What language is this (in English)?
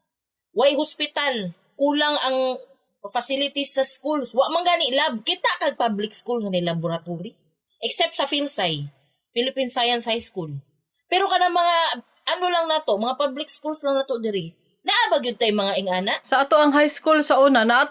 Cebuano